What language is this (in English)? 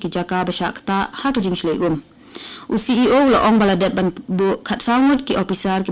Khasi